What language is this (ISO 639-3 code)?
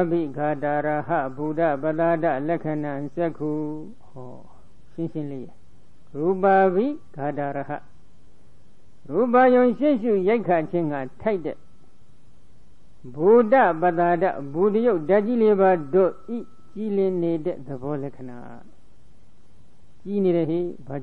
mya